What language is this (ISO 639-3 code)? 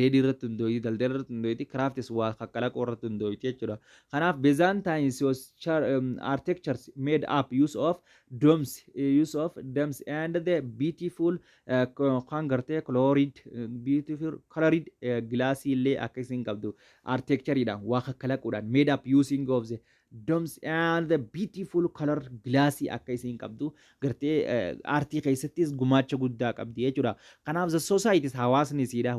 orm